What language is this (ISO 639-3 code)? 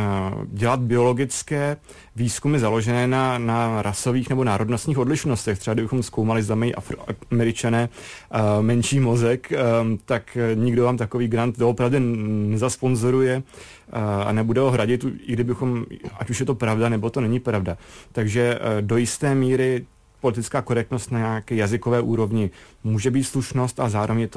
ces